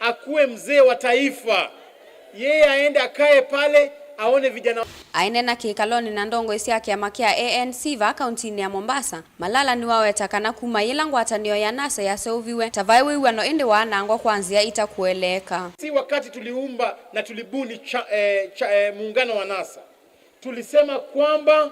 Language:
Kamba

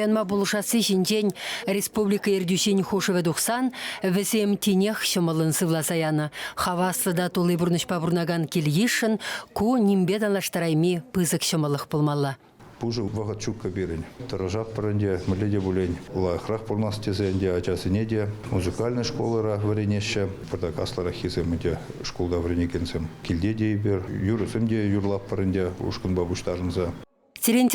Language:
Chuvash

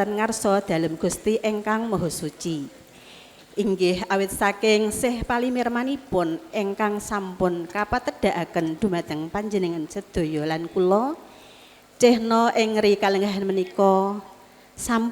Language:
Javanese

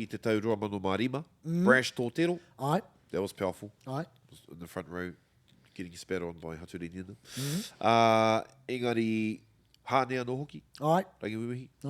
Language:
Māori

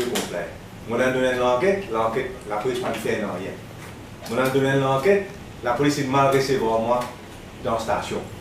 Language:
Morisyen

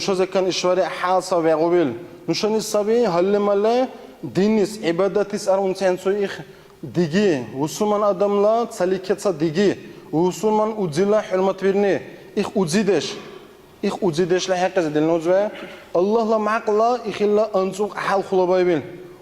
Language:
Dargwa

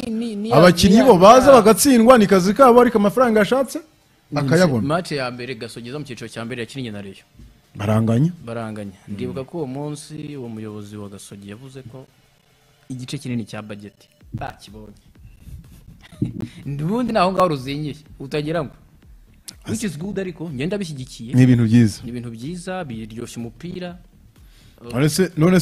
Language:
Kinyarwanda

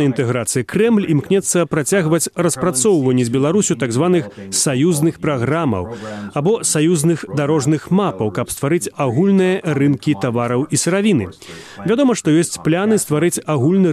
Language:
Belarusian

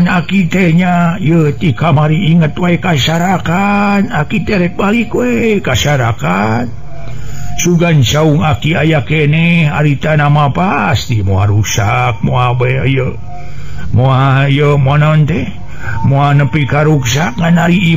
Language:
Sundanese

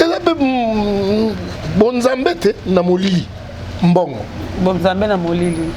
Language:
Lingala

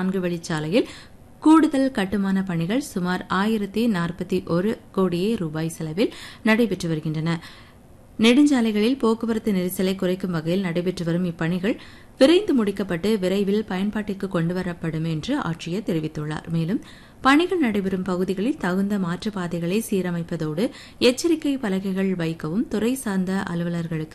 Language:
Tamil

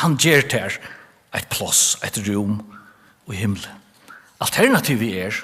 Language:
Faroese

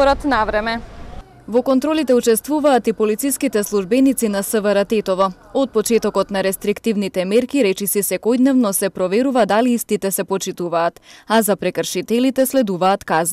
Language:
Macedonian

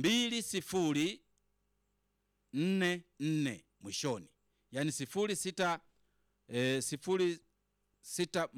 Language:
Swahili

